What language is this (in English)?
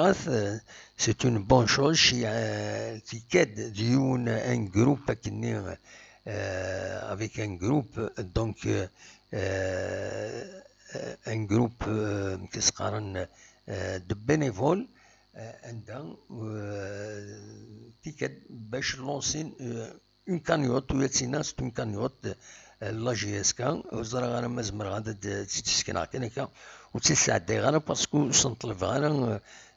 Kabyle